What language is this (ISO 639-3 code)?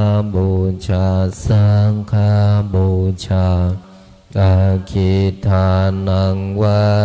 pli